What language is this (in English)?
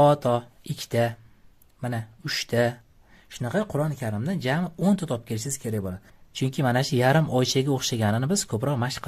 Uzbek